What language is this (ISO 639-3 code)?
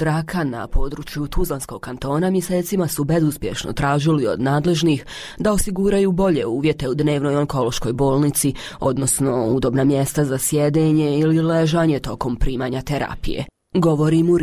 bos